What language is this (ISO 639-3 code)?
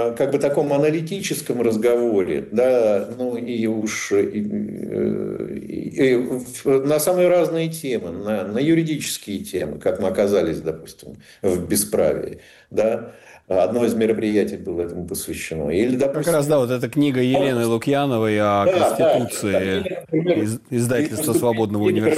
rus